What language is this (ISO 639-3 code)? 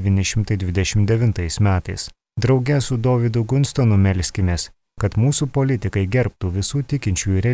lit